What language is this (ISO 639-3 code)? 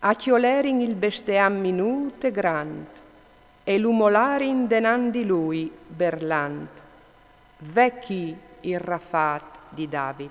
fur